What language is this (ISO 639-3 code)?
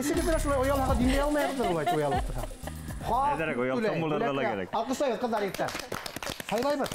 bak